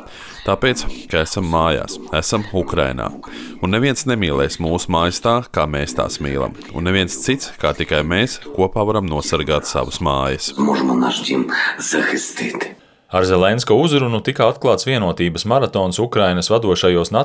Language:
Latvian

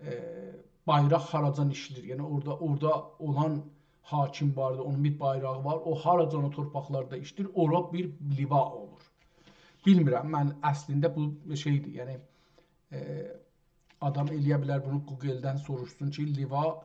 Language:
South Azerbaijani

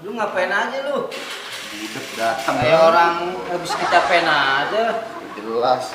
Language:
Betawi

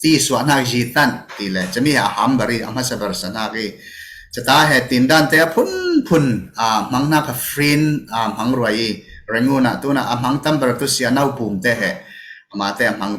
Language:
Falam Chin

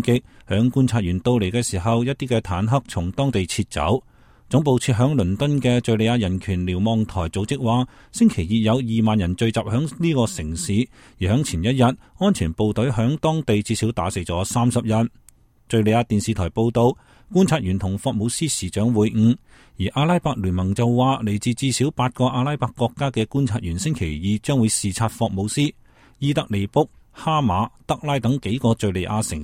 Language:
Cantonese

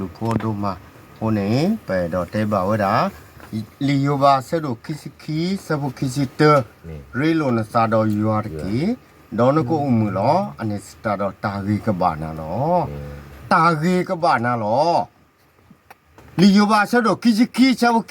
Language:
S'gaw Karen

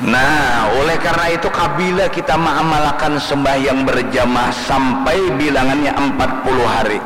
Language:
Banjar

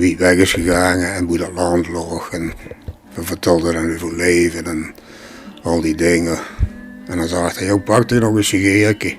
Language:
Limburgish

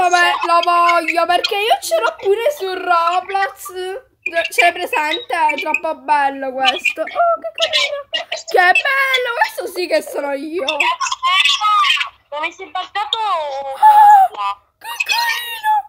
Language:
Italian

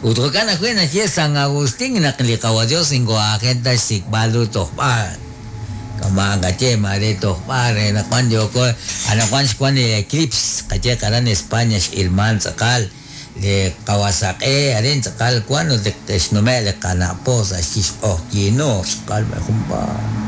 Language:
Kekchí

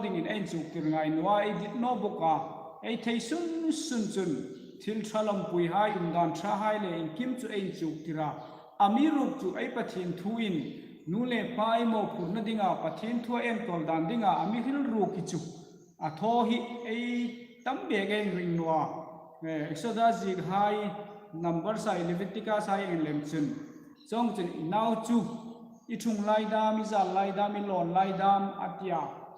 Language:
Hmar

